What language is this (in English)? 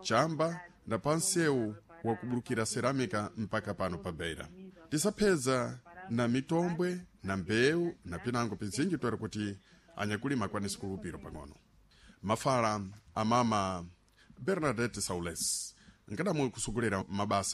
Sena